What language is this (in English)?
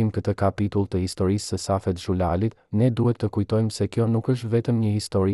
Albanian